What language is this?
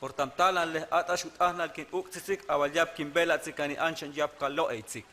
Huastec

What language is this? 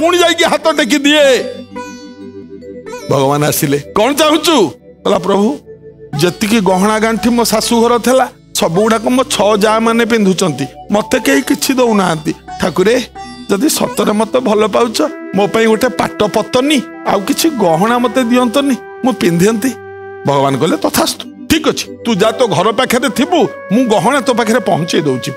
Odia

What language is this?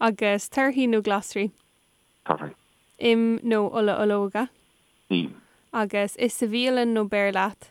Irish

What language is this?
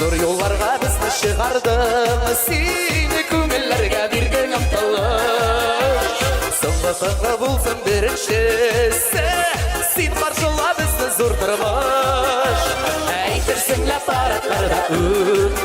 Bashkir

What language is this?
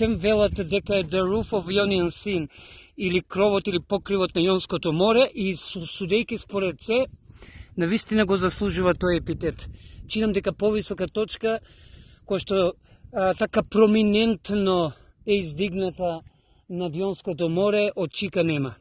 Macedonian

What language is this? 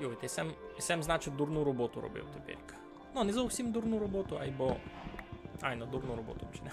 Rusyn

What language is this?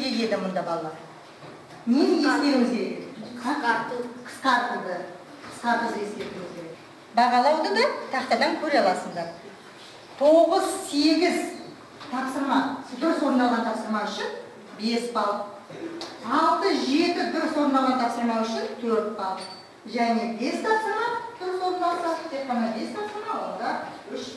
Kazakh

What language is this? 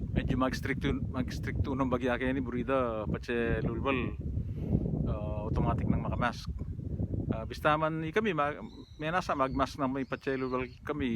Pampanga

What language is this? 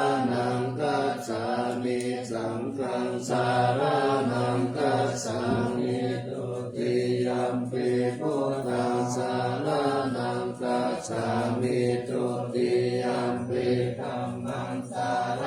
Pali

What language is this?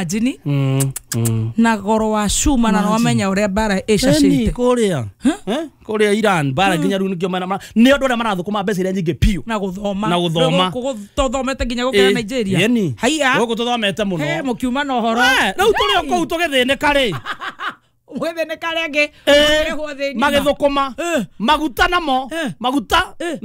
Kikuyu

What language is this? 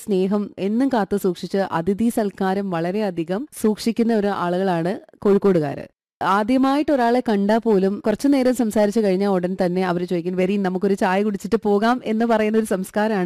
Malayalam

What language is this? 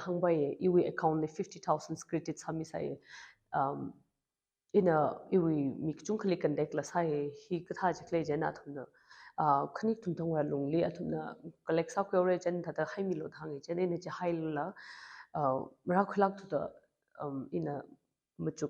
Tangkhul Naga (India)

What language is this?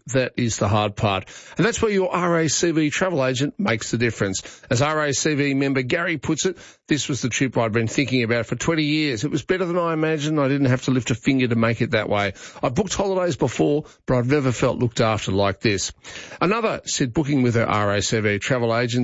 English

